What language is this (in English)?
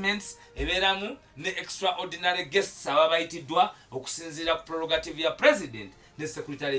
Ganda